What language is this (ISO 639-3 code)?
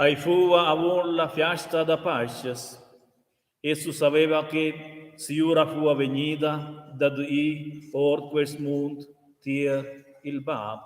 roh